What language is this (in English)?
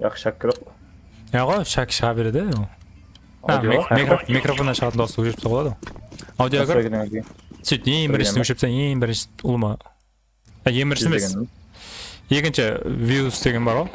Kara-Kalpak